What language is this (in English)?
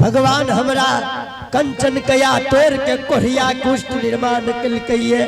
Angika